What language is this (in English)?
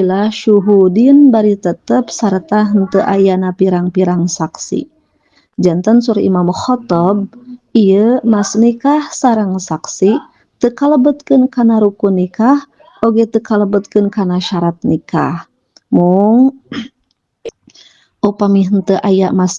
Sundanese